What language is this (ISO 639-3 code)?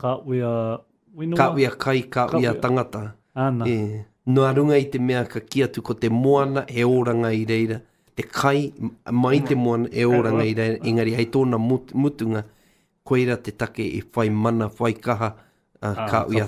mri